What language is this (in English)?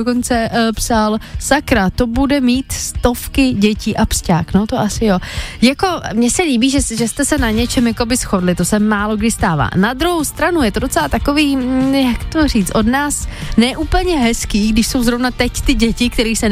Czech